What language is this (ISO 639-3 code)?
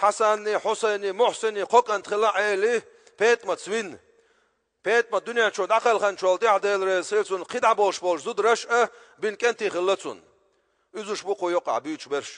che